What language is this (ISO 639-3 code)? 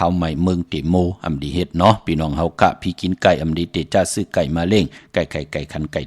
shn